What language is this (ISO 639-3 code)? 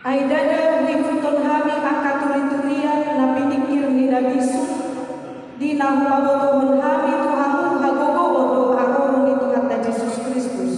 bbc